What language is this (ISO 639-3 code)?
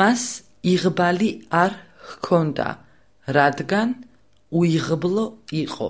kat